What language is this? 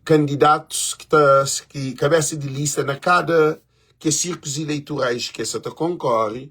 Kabuverdianu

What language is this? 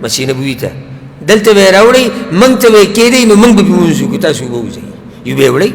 Pashto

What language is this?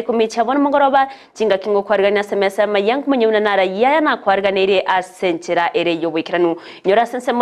Gusii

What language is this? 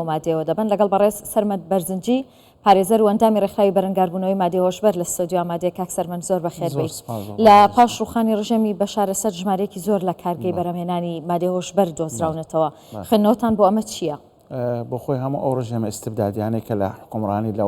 Central Kurdish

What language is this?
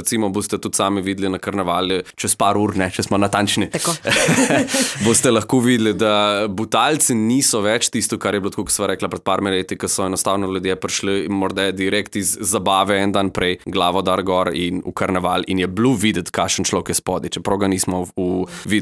Slovenian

